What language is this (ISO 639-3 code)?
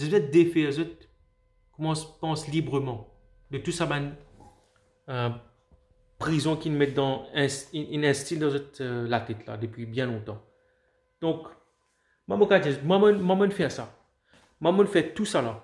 mfe